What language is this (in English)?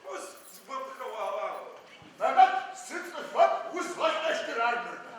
Adyghe